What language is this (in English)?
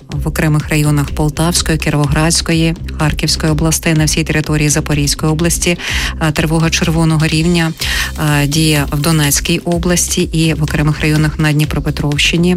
Ukrainian